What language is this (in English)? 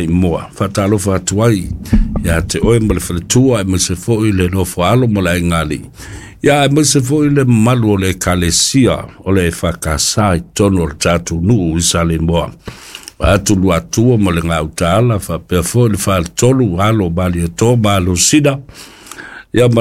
Samoan